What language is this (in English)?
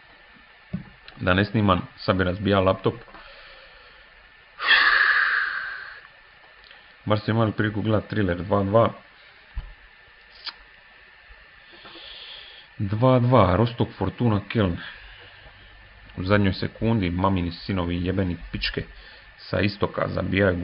Croatian